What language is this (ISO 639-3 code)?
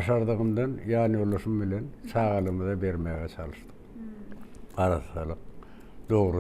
tuk